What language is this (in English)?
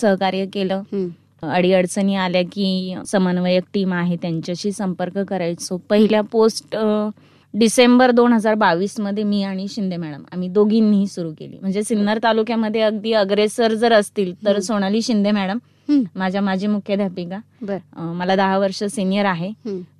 Marathi